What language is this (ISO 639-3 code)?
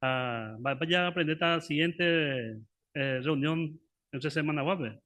grn